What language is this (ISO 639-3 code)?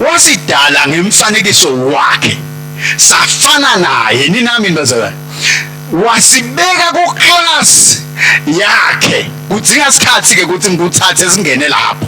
ssw